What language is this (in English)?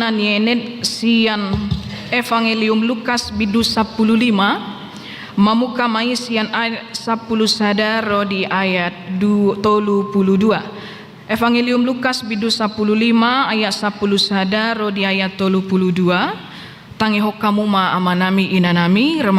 Batak Toba